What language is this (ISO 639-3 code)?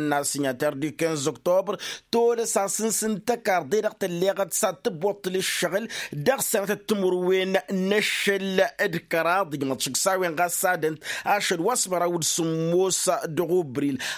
taq